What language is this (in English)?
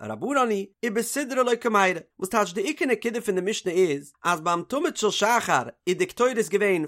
Yiddish